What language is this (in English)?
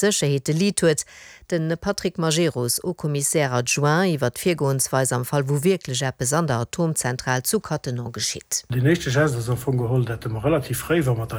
Luxembourgish